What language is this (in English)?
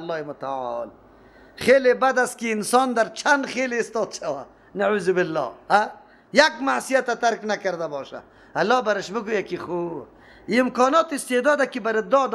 Persian